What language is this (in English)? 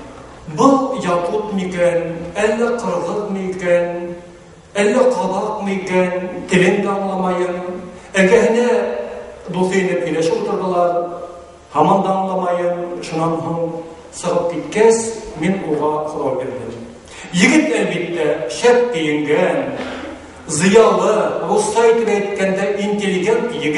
Bashkir